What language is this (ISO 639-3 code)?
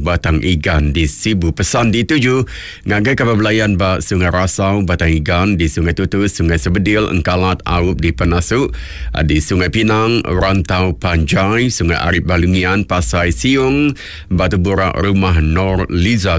iba